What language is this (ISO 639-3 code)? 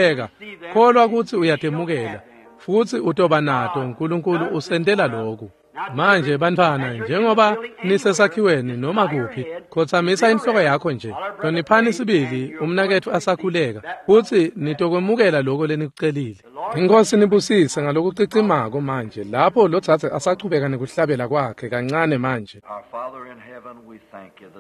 ssw